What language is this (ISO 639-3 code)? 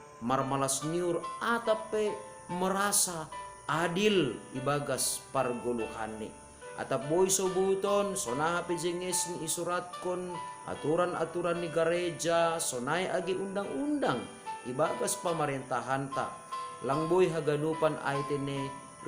bts